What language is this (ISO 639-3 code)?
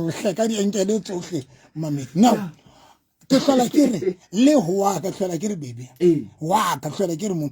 sot